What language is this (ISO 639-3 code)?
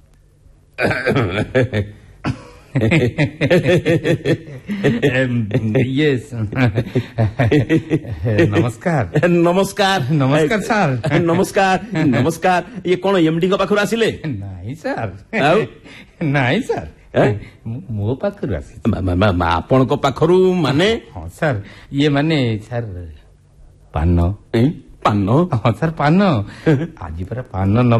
ori